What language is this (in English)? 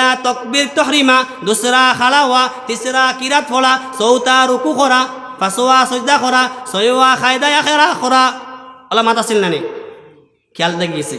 Sylheti